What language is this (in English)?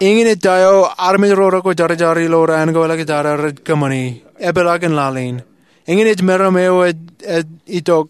Marshallese